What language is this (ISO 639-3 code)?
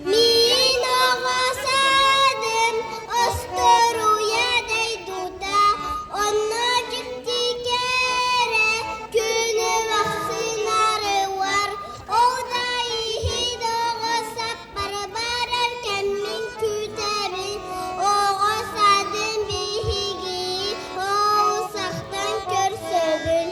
sah